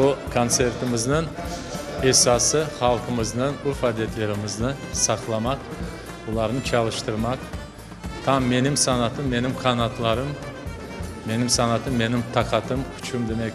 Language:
Crimean Tatar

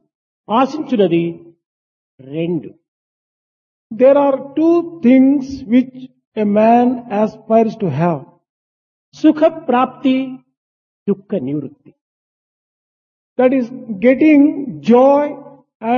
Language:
Telugu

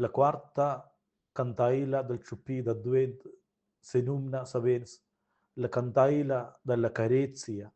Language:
Romansh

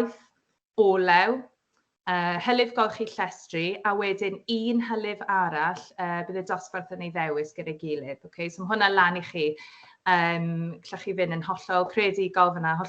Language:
Welsh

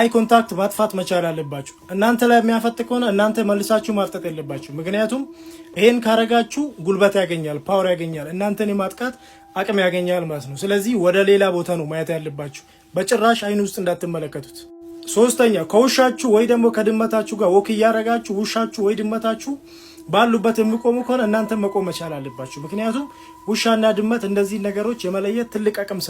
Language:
Amharic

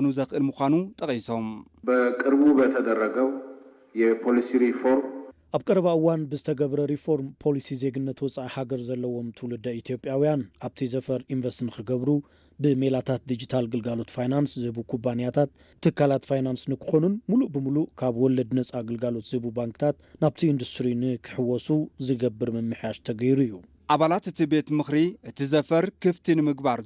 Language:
Tigrinya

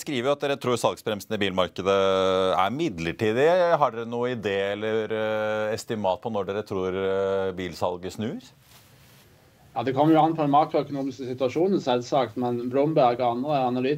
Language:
Norwegian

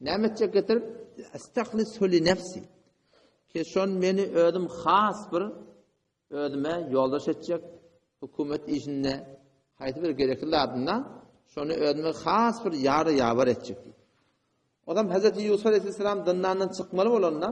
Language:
Turkmen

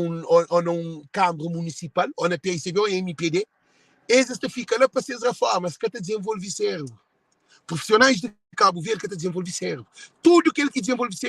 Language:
Kabuverdianu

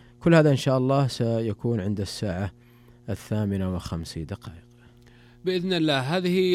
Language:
Najdi Arabic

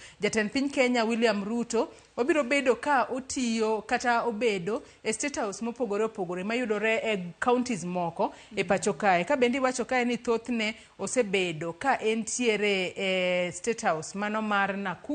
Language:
Luo (Kenya and Tanzania)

